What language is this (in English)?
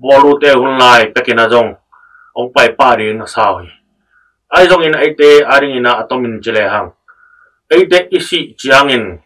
Tedim Chin